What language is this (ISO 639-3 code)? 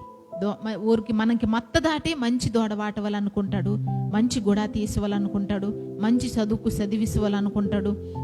kff